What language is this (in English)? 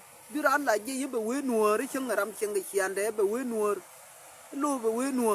Nuer